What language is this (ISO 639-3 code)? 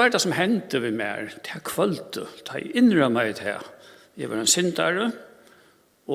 fao